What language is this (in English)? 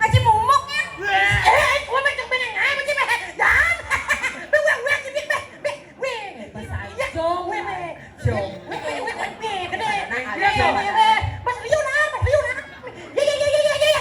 Balinese